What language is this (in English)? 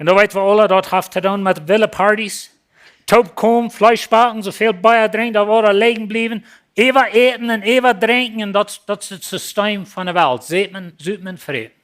Plautdietsch